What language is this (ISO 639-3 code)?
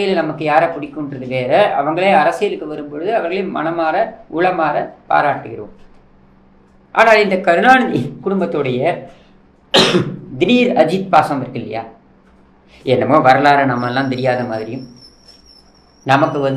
tam